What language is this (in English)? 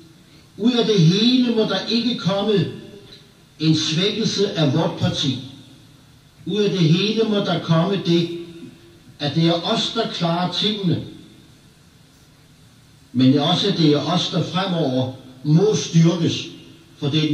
Danish